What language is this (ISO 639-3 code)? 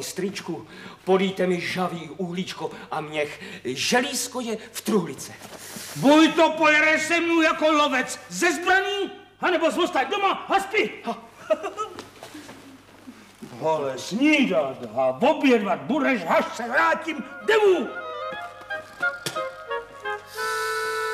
ces